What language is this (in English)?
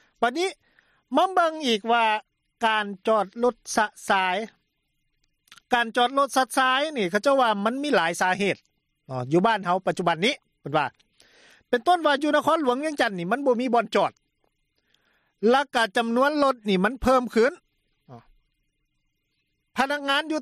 Lao